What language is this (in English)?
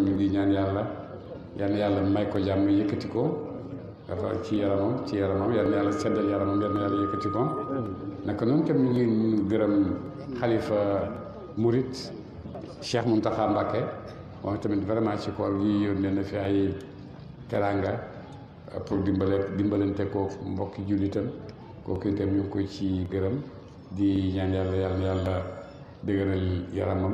Wolof